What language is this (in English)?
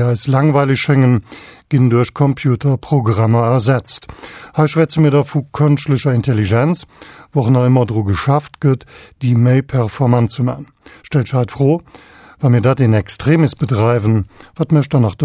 Luxembourgish